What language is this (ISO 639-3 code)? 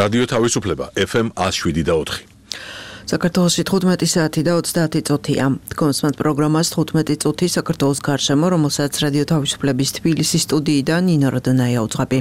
kat